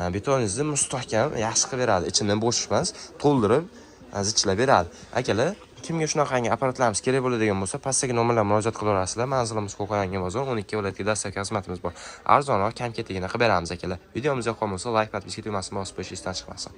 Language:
Uzbek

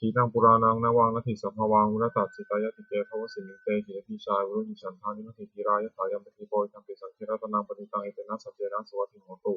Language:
Pali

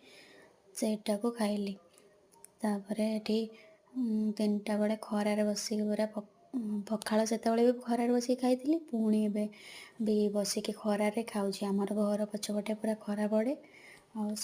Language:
Odia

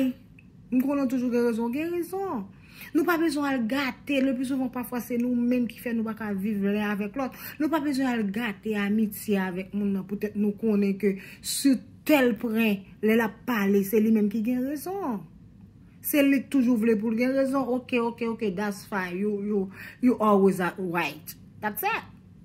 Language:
Haitian Creole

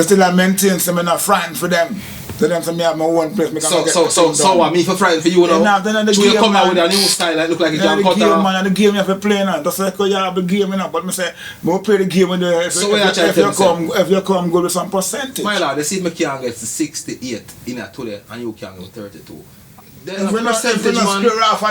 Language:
Jamaican Creole English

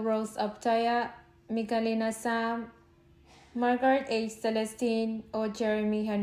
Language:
Pohnpeian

